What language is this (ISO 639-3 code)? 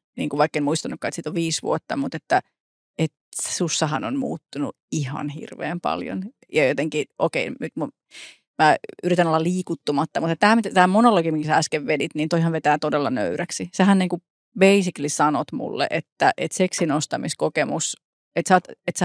fin